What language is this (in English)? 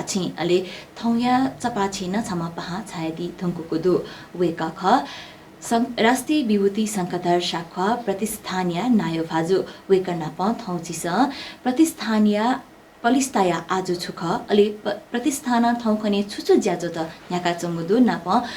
Newari